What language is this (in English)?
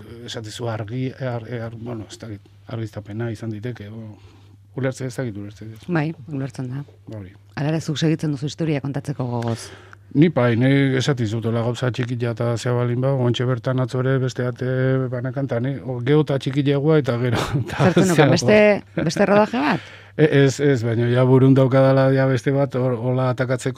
Basque